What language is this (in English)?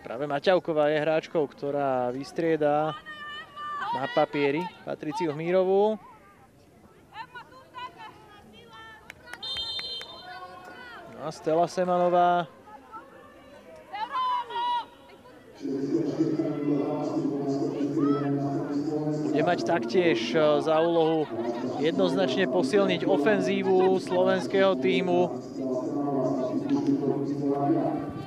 Slovak